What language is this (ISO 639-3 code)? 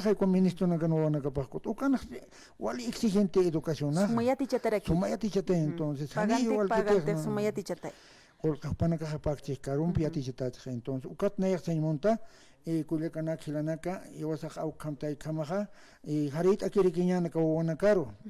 aym